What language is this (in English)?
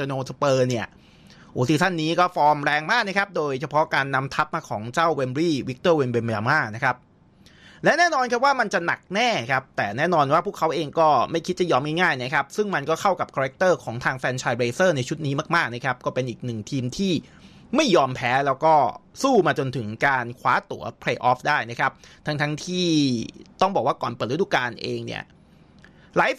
Thai